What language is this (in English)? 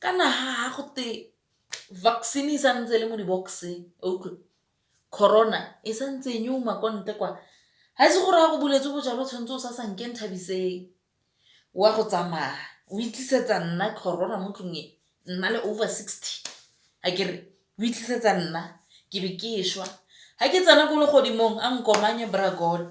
Tswana